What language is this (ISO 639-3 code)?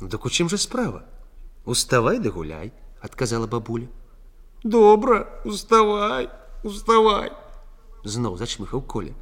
bel